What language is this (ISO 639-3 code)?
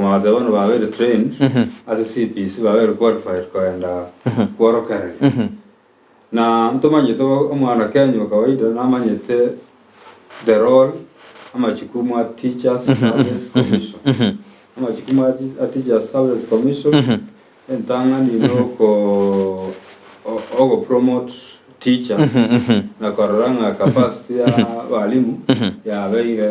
guz